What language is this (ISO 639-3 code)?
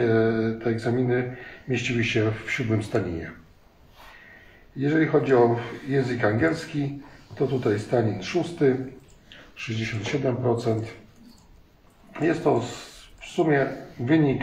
pol